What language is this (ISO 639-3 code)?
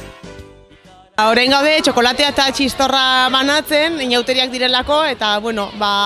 eus